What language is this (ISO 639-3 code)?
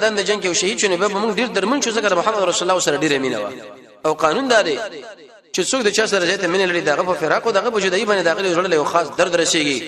pus